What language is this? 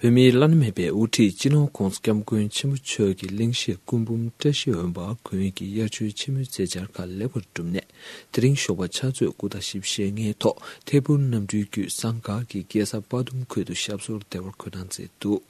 Tibetan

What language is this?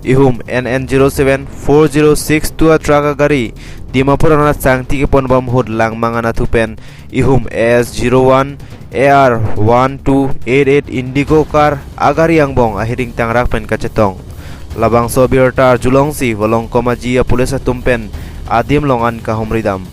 Karbi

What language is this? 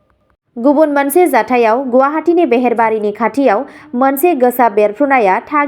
Bodo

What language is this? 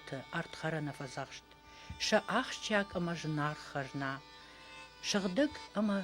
Ossetic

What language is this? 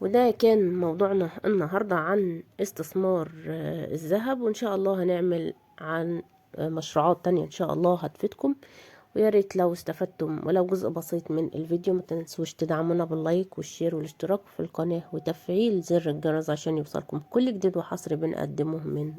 Egyptian Arabic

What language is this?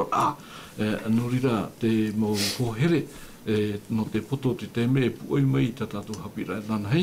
Tahitian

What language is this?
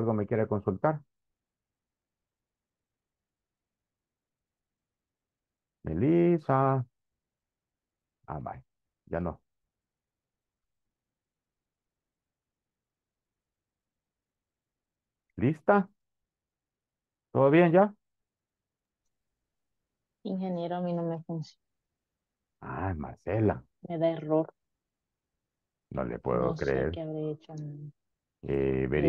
Spanish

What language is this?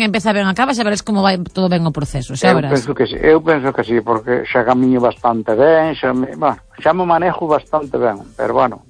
Galician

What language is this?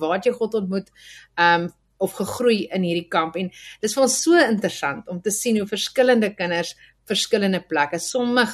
Afrikaans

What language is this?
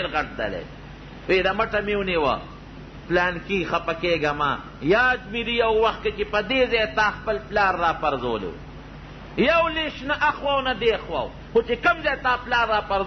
Pashto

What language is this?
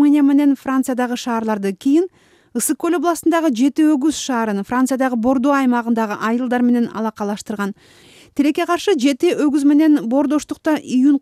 Kyrgyz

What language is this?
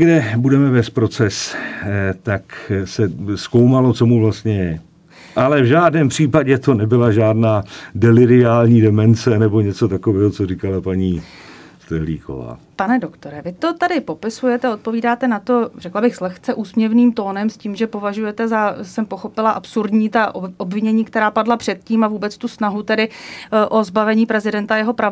Czech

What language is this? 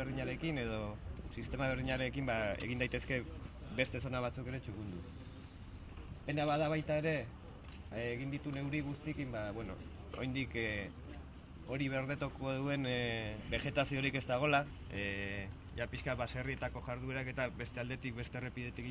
Basque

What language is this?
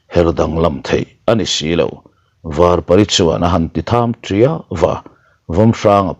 Mizo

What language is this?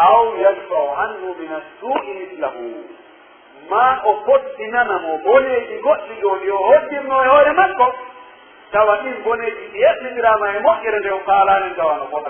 Pular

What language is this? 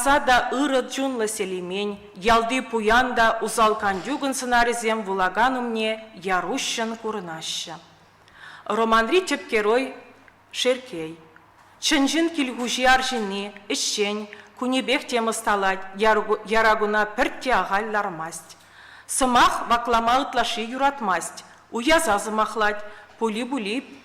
Chuvash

